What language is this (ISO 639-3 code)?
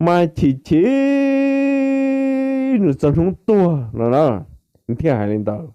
hmn